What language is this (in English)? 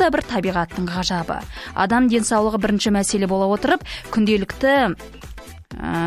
Kazakh